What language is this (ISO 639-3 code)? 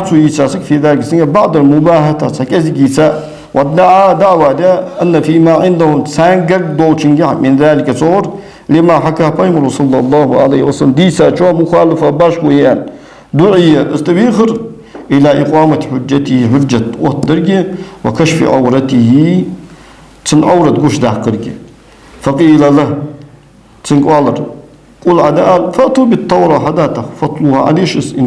inh